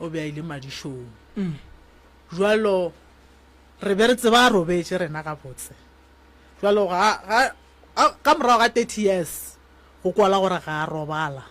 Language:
Northern Sotho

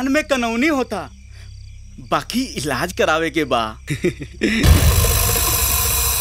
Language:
Bhojpuri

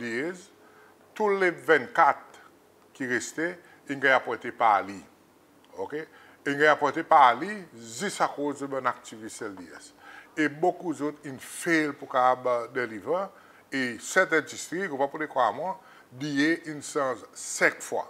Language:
Seselwa Creole French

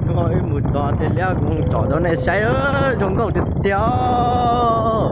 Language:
Hmong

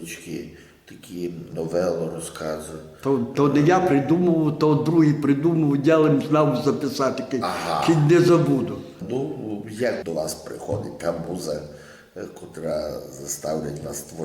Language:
Rusyn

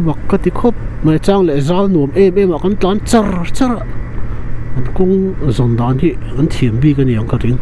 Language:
Mizo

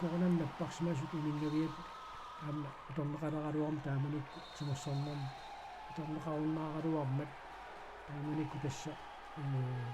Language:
Kalaallisut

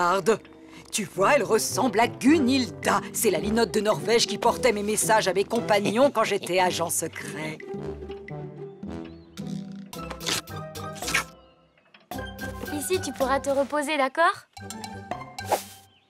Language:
French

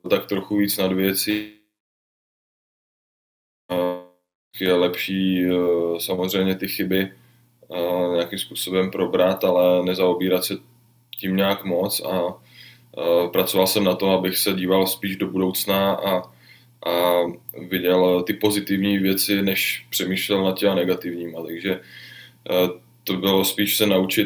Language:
Czech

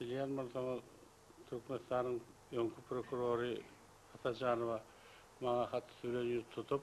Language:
Turkmen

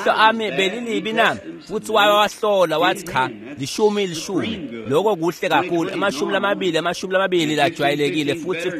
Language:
Swati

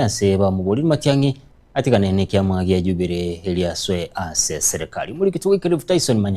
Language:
Gusii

